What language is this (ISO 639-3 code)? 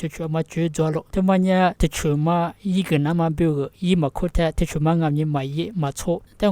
lis